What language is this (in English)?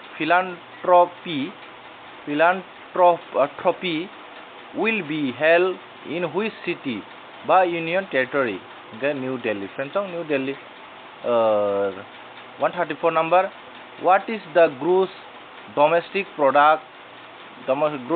Kok Borok